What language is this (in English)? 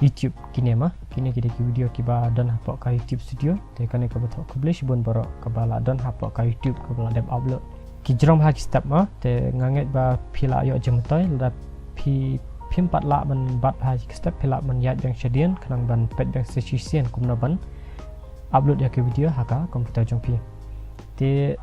Khasi